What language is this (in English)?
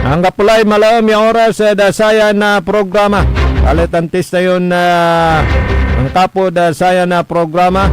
Pangasinan